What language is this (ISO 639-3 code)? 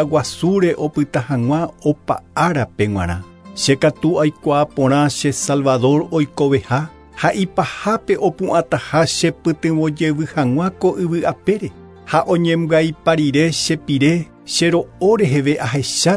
grn